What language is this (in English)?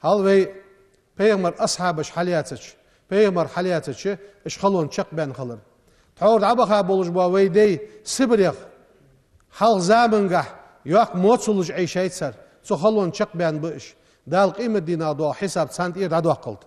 Ingush